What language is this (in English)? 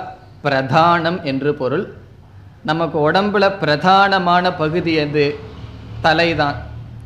Tamil